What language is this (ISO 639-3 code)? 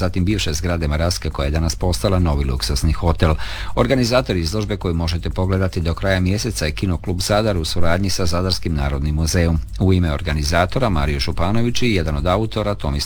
hrv